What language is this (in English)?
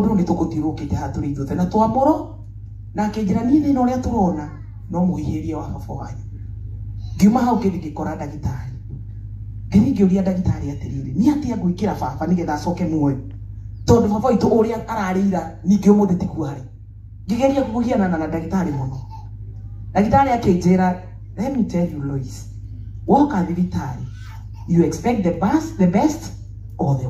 Kikuyu